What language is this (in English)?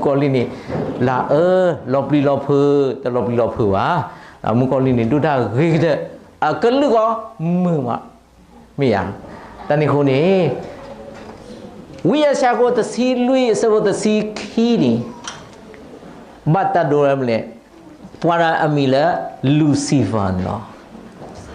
S'gaw Karen